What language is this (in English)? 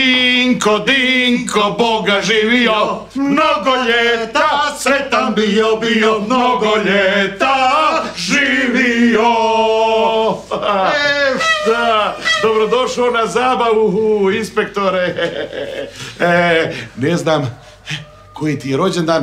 Croatian